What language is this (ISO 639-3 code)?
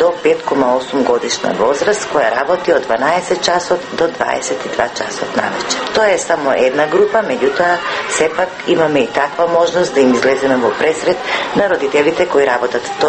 mkd